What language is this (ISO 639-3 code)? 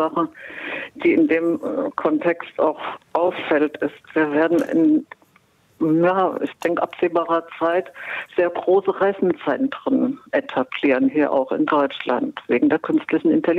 deu